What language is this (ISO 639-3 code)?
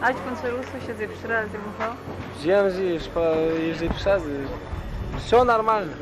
abk